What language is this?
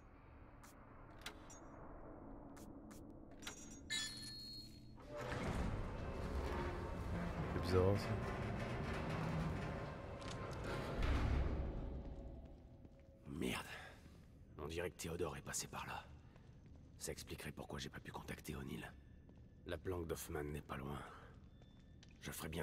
French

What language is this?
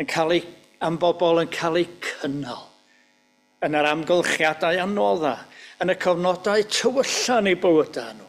Welsh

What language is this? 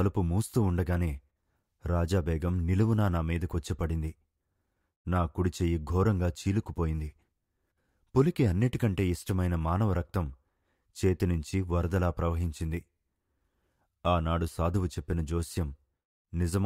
Telugu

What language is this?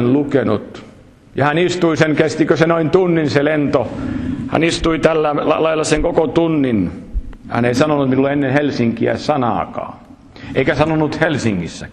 Finnish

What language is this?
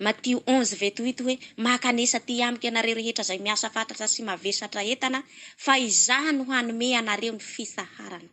Malagasy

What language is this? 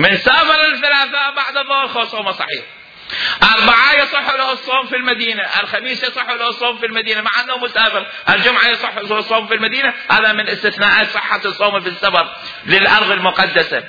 Mesopotamian Arabic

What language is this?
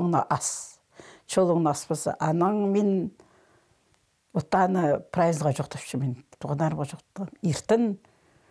Khakas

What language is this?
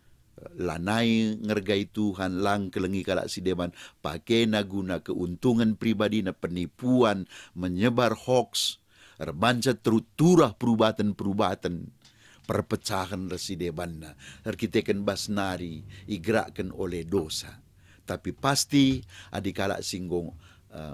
Batak Karo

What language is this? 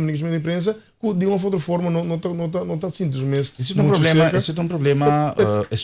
Papiamento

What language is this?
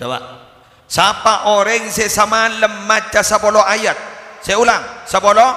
Madurese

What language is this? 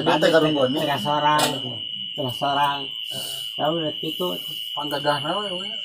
Sundanese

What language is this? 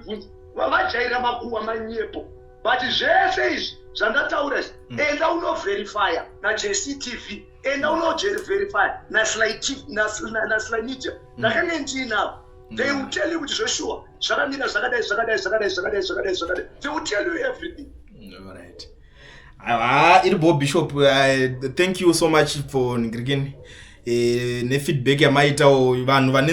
Shona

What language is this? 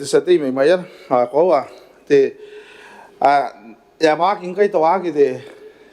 Gilbertese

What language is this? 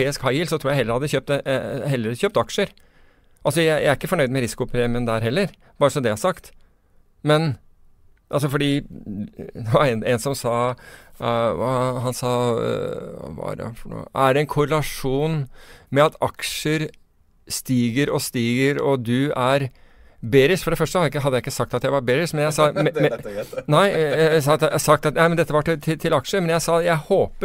Norwegian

